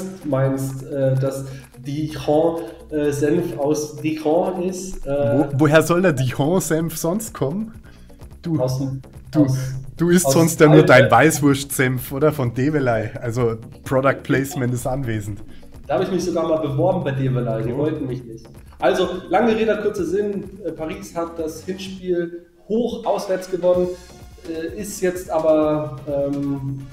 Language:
German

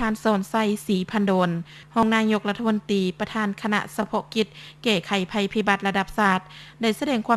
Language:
Lao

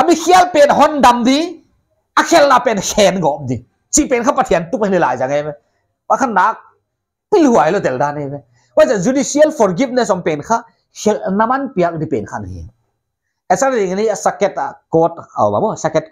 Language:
Paite Chin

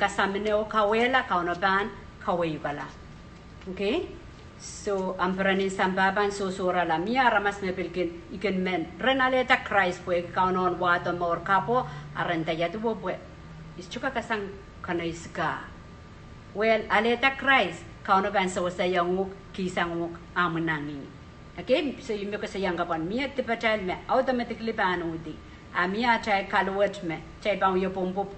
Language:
Pohnpeian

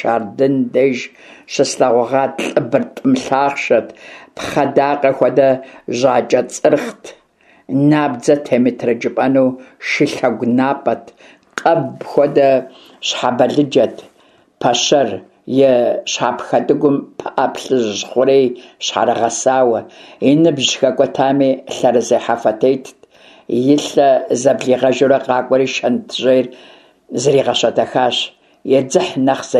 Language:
Kabardian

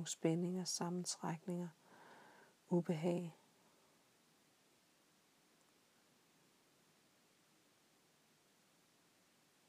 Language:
Danish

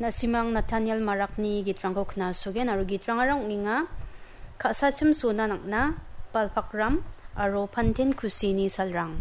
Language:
Garo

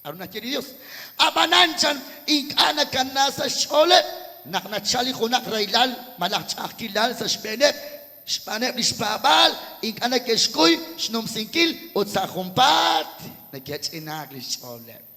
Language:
Kekchí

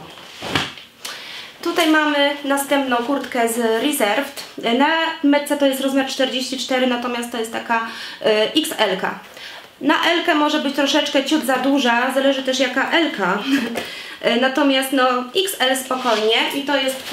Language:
Polish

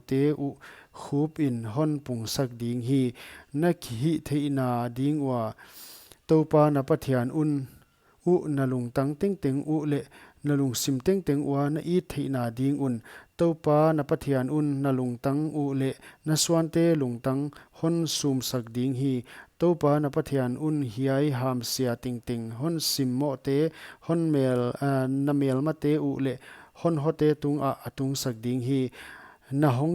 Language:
Paite Chin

